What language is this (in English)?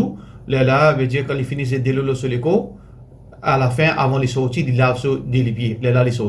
Morisyen